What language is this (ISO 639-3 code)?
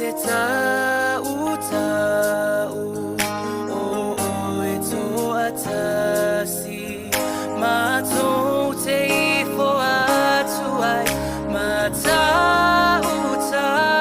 smo